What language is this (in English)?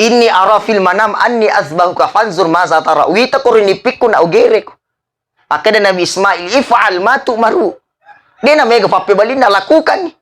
Buginese